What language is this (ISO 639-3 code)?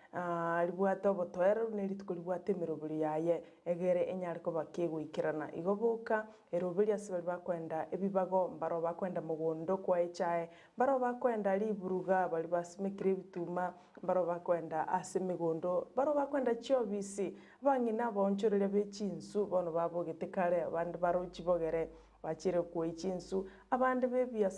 guz